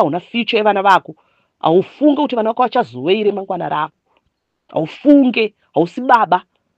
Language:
Shona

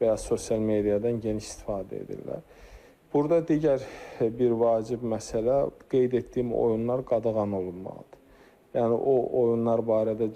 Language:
Azerbaijani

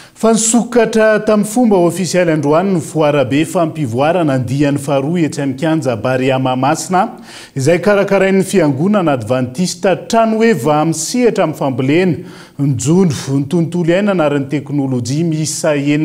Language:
Malagasy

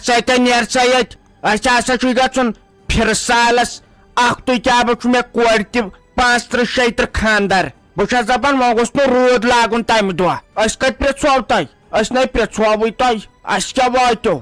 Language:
Kashmiri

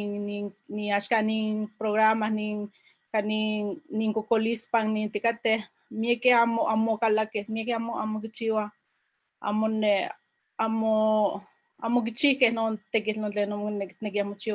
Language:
Eastern Huasteca Nahuatl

